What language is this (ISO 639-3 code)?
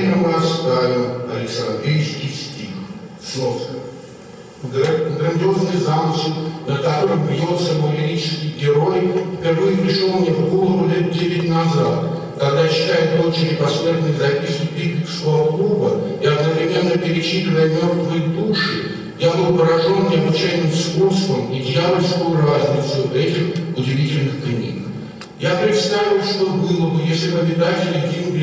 rus